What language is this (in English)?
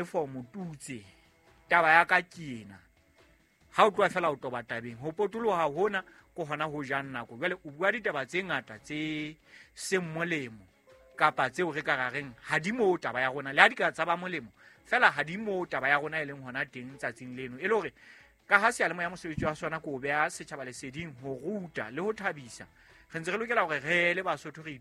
Southern Sotho